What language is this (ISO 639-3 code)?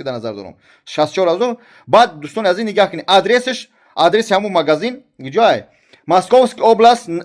tgk